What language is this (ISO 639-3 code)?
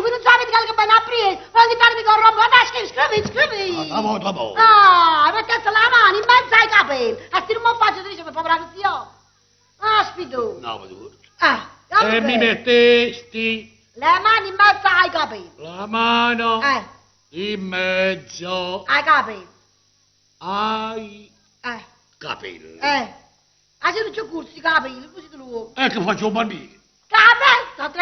nap